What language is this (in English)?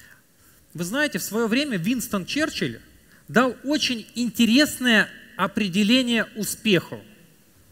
Russian